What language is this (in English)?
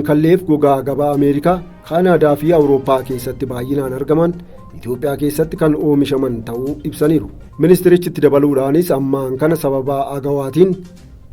Oromo